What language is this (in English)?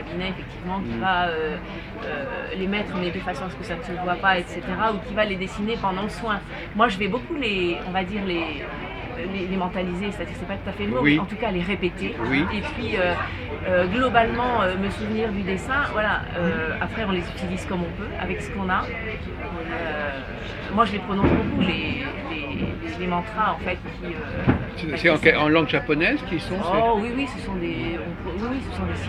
French